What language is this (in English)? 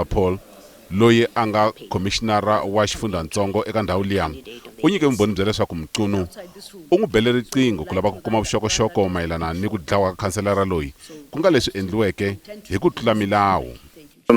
Tsonga